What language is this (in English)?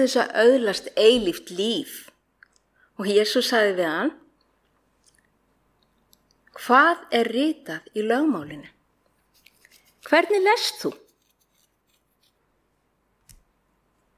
Icelandic